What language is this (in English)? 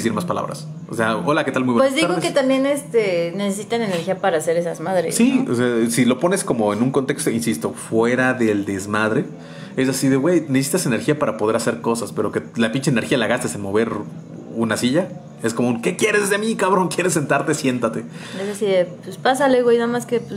Spanish